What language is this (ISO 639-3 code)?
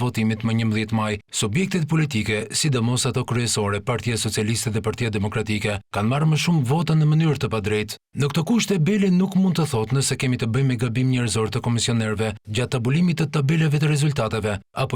sqi